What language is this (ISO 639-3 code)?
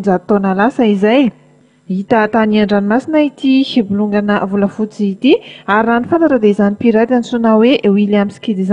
mlg